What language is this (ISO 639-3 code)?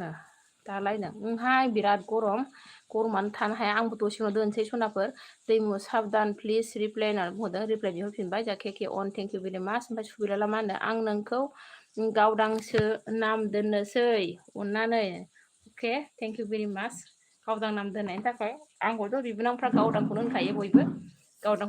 brx